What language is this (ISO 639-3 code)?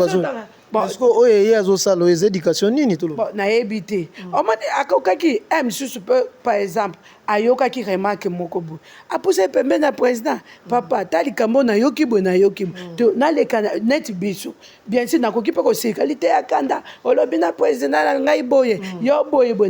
lin